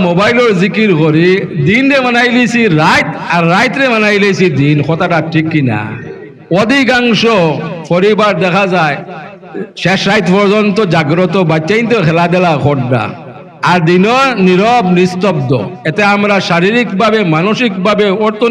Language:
Sylheti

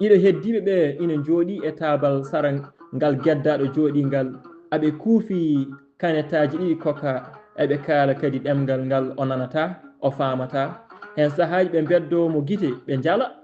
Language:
Fula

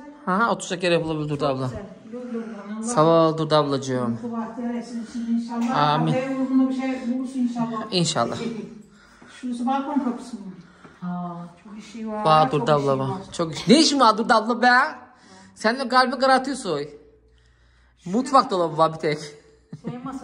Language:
Turkish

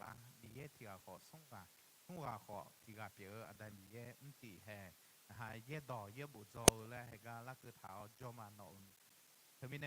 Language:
Akha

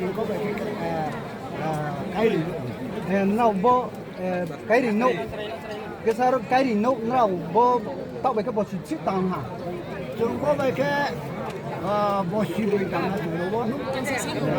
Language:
Riang (India)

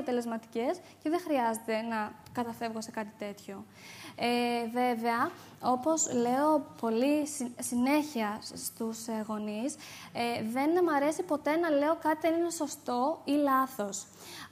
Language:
Greek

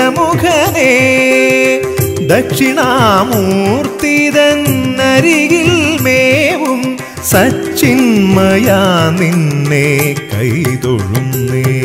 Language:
Malayalam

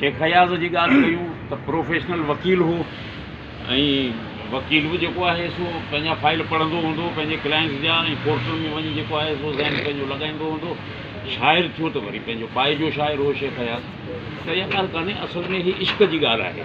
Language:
Sindhi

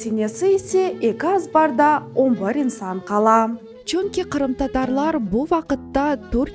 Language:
Crimean Tatar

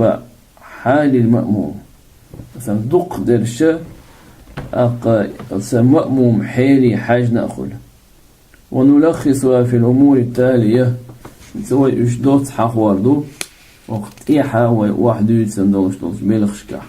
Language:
Chechen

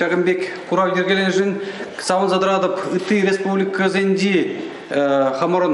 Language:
Chuvash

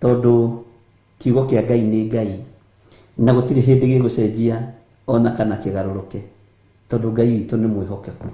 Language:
Kikuyu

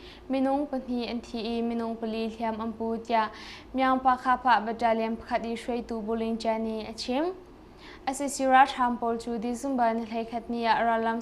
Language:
Hakha Chin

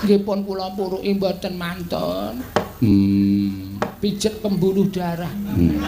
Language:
Javanese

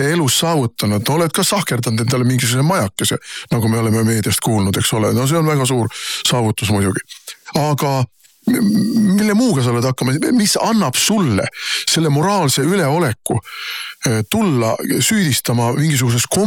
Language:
Estonian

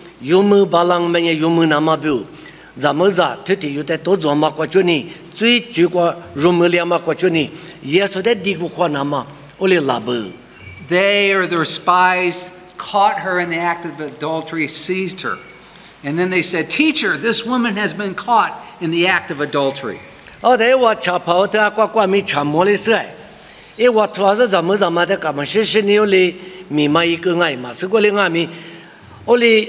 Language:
Lisu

